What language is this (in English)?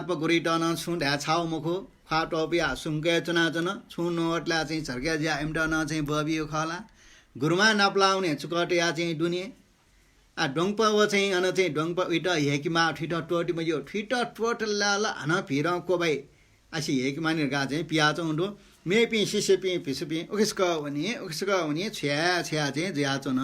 Newari